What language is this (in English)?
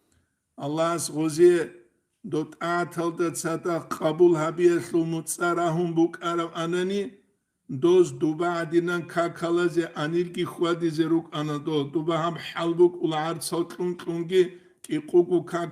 Avaric